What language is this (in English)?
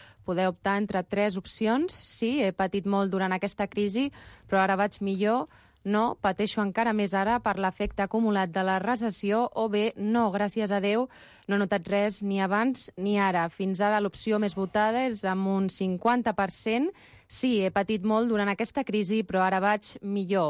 Catalan